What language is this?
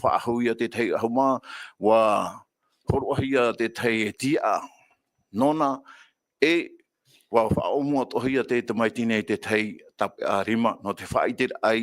Tahitian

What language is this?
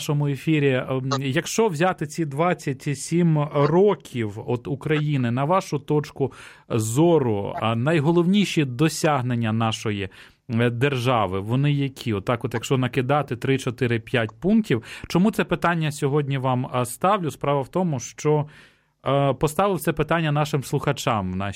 Ukrainian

